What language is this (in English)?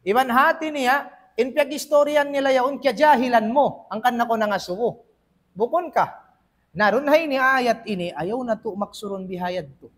Tausug